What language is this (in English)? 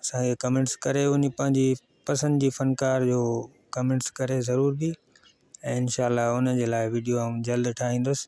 Sindhi